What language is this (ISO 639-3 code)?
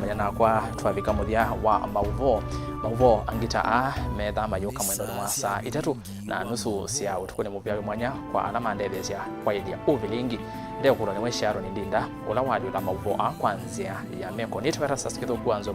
kam